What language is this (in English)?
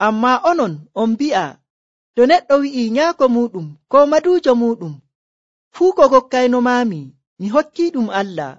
Nigerian Fulfulde